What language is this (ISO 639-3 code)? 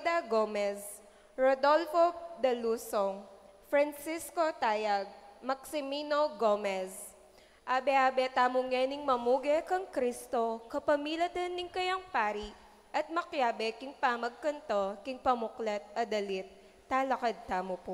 pam